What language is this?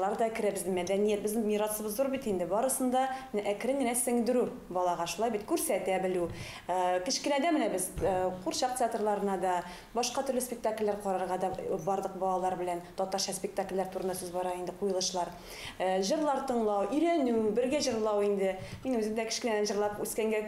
Tatar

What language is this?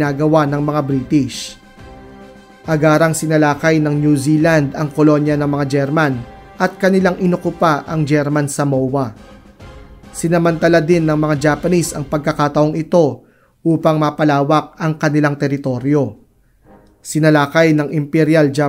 Filipino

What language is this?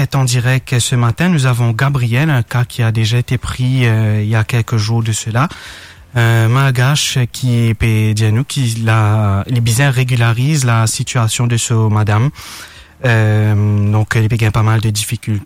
Morisyen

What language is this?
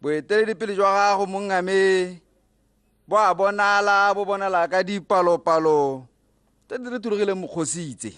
Tswana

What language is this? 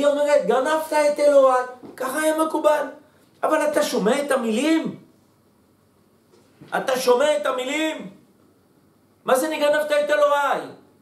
Hebrew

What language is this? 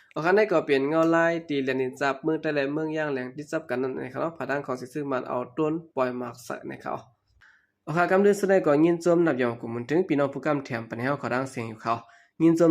Shan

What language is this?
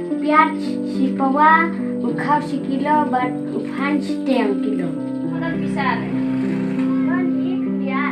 Khasi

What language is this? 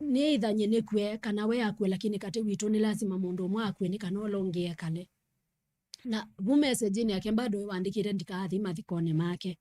Kamba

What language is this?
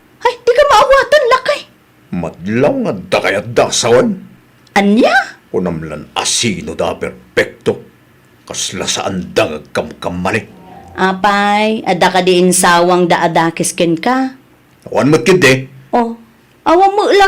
Iloko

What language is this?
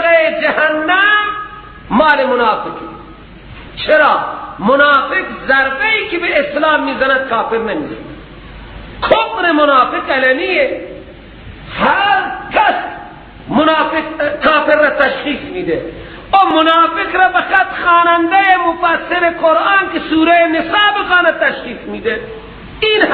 Persian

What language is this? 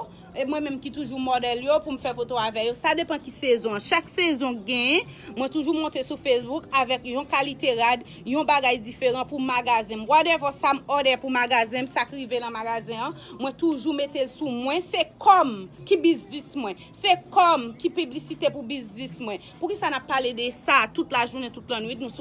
Haitian Creole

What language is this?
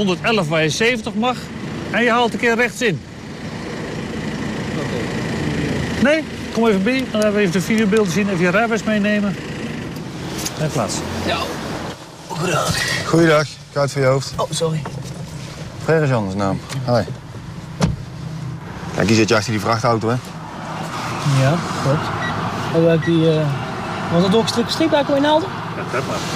Dutch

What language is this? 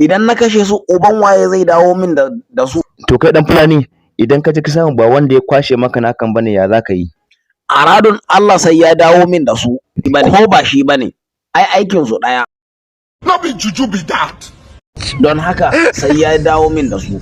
Hausa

